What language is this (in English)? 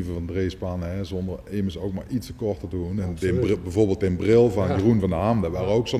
Limburgish